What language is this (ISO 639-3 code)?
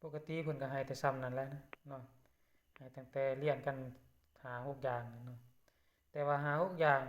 lao